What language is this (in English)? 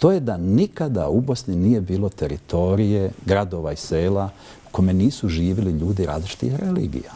Bosnian